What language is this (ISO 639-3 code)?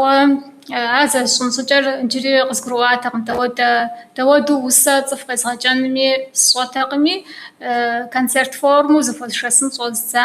kbd